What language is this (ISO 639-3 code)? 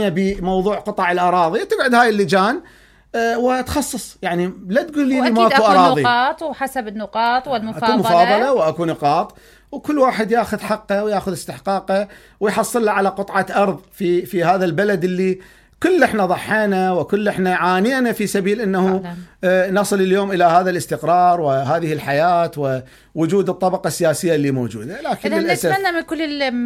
acm